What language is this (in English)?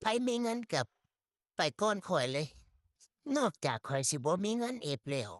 Lao